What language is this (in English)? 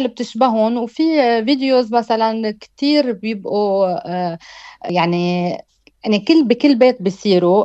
North Levantine Arabic